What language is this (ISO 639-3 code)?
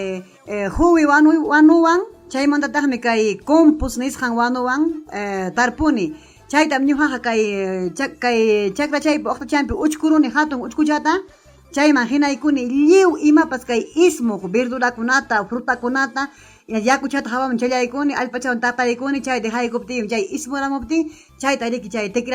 quy